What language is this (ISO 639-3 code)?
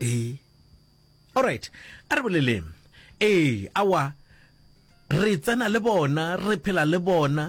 nso